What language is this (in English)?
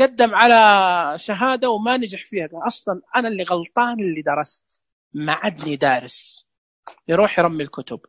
Najdi Arabic